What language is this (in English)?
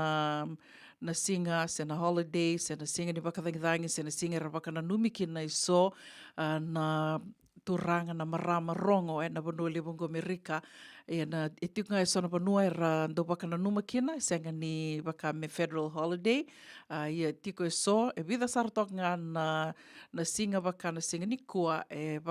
Fijian